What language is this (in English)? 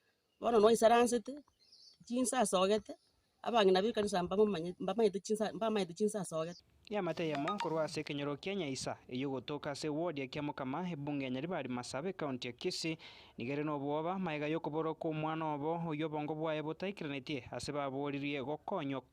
Gusii